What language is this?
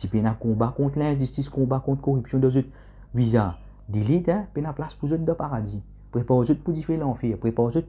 Morisyen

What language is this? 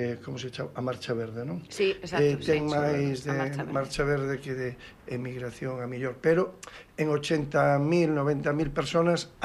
Galician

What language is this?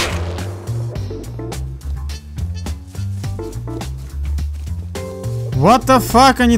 Russian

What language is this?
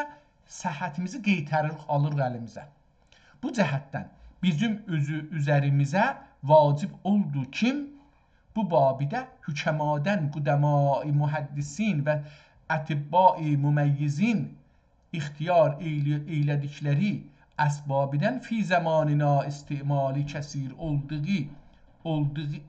South Azerbaijani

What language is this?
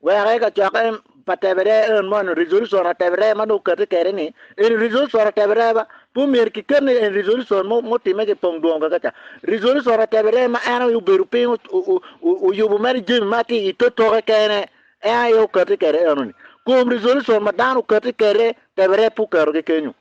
Acoli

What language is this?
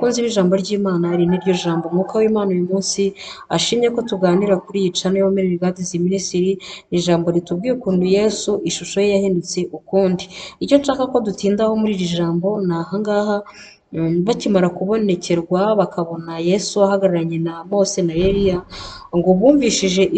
Kinyarwanda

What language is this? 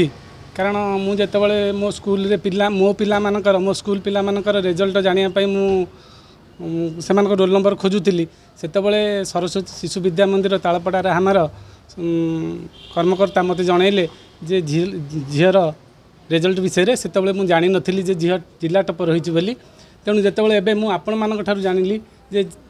Odia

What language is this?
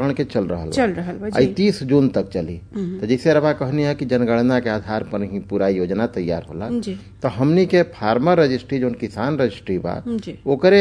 Bhojpuri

